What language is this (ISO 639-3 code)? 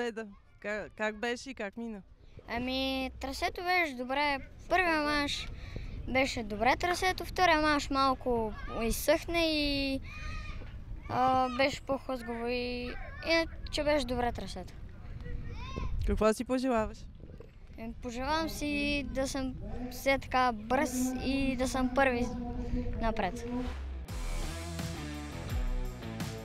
bul